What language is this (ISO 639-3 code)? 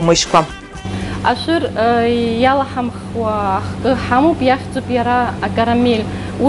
abk